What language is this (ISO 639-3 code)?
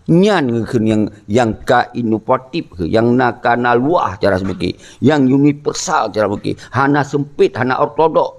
ace